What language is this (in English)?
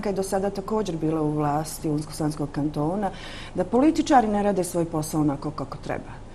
Bosnian